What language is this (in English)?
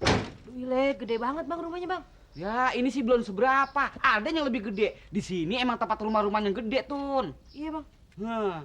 Betawi